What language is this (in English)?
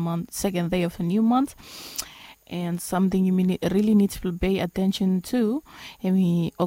Bislama